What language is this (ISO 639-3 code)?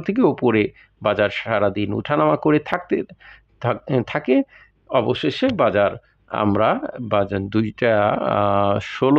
ben